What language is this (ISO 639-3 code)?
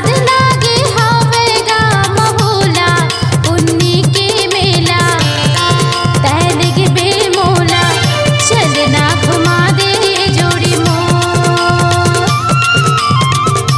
hne